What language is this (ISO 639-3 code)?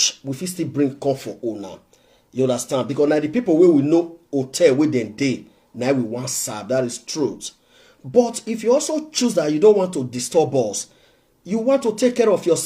pcm